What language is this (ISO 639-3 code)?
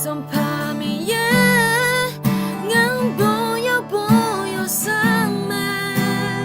ahk